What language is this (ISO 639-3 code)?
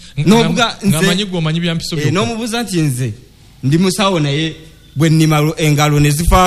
lug